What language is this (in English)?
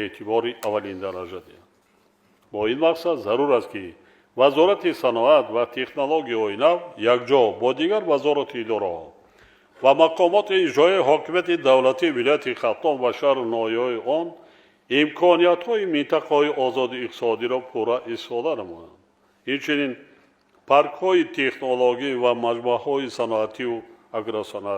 Tajik